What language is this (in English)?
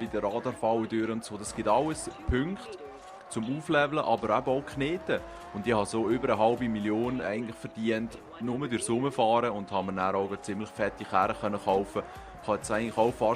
Swiss German